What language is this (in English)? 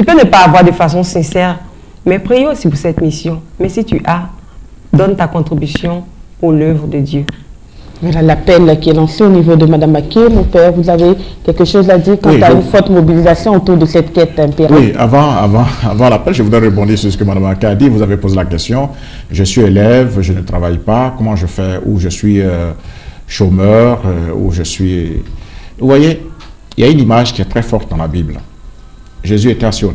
French